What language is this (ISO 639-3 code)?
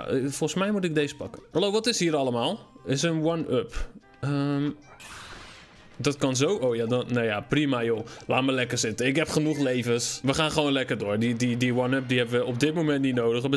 nld